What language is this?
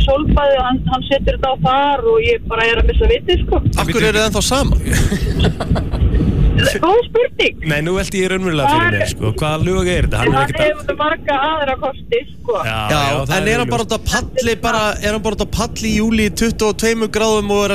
Icelandic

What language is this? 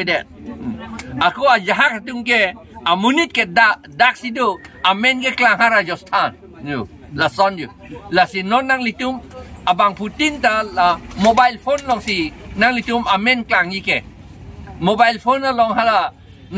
Karbi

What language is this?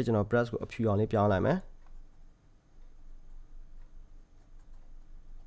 Burmese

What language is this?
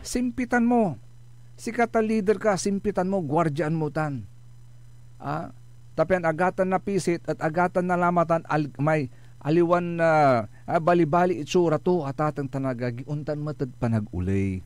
Pangasinan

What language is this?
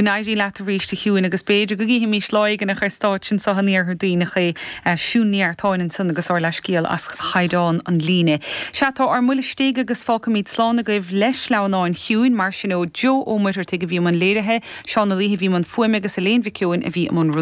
Irish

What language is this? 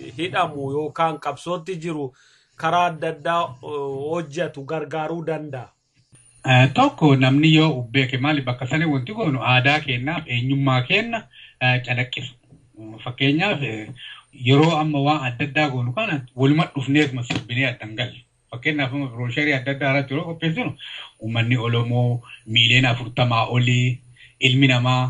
Oromo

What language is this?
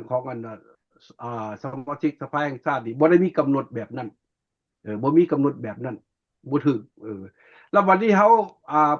Lao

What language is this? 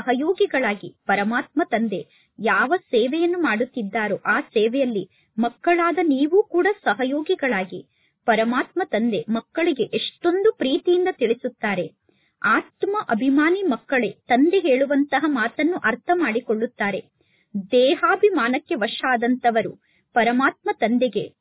Kannada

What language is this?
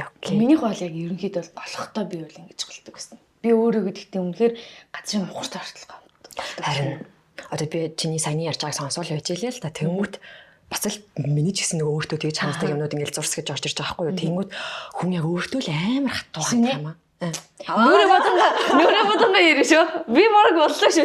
Mongolian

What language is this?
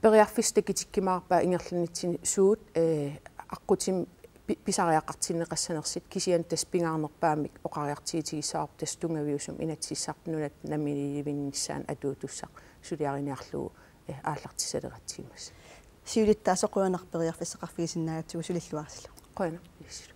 Kalaallisut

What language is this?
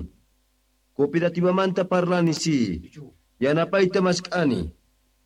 Quechua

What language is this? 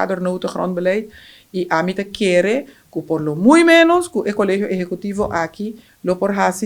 Papiamento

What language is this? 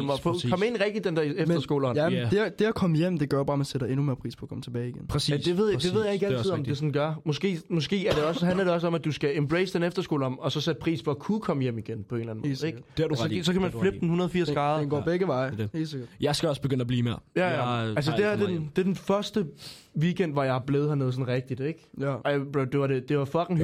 Danish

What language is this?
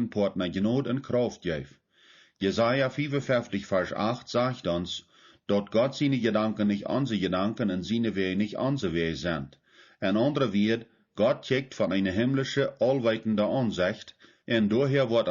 Plautdietsch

